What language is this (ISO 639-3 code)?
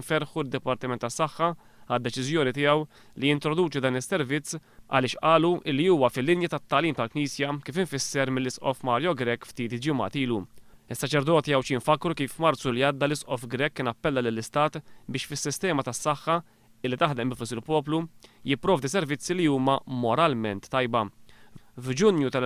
mlt